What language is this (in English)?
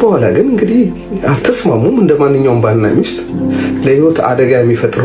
Amharic